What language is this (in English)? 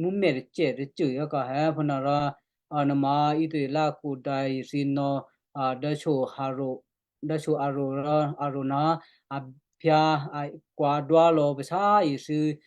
Western Kayah